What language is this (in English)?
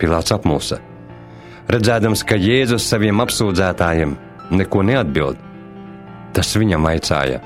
Latvian